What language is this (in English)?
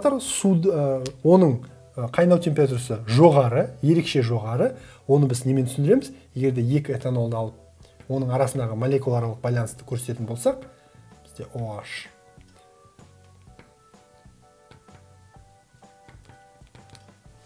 Kazakh